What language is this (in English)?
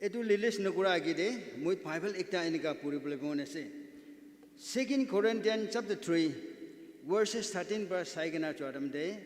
Naga Pidgin